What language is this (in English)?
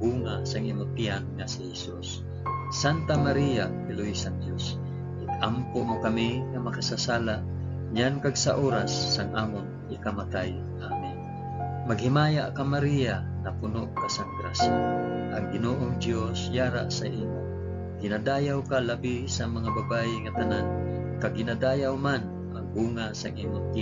Hiligaynon